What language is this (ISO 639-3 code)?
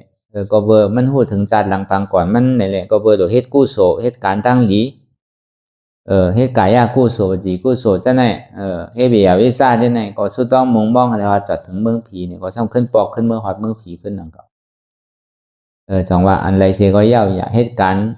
shn